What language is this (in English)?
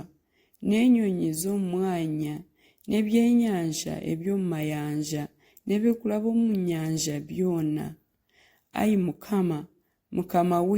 Nyankole